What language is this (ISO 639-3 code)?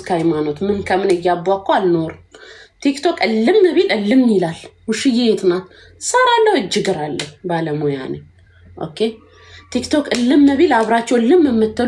amh